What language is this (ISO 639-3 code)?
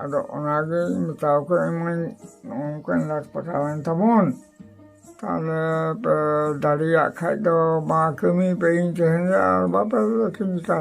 sat